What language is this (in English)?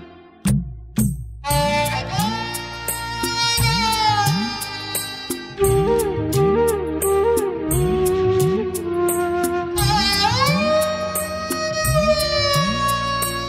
Kannada